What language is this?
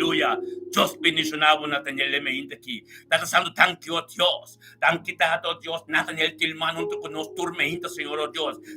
Papiamento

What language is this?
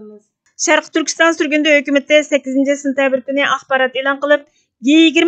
Uyghur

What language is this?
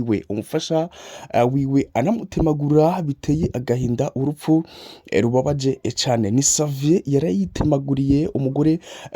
Rundi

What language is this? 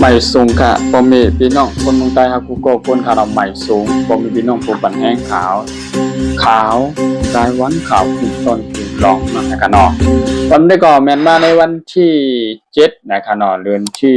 Shan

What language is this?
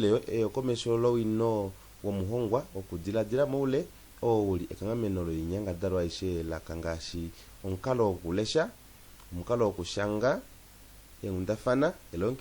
Kuanyama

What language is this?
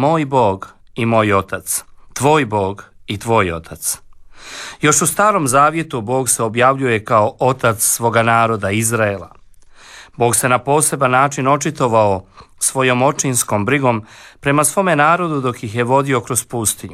Croatian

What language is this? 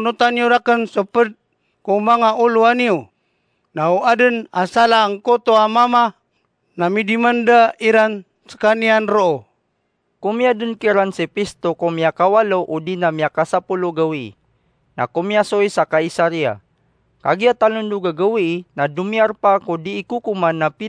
Maranao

